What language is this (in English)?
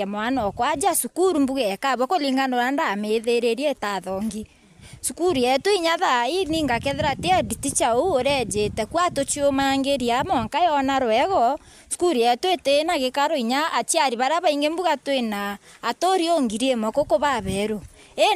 Meru